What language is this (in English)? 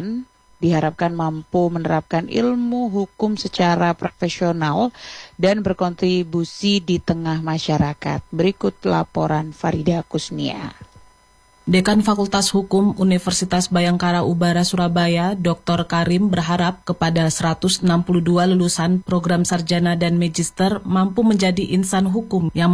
Indonesian